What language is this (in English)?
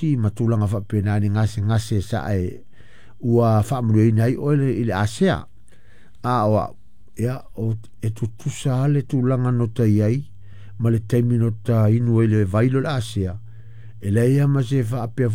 Samoan